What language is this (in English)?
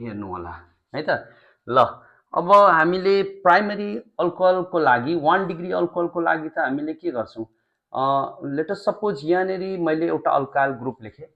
Nepali